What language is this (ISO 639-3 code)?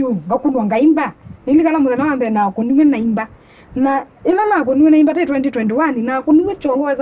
kam